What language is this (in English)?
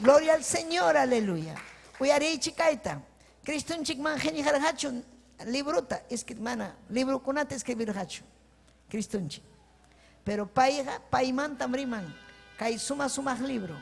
Ayacucho Quechua